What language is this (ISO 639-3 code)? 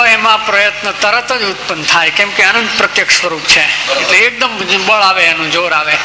guj